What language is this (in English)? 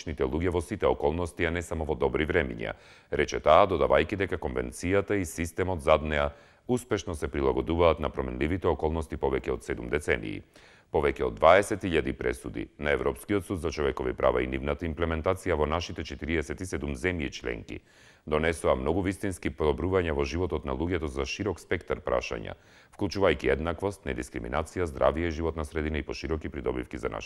Macedonian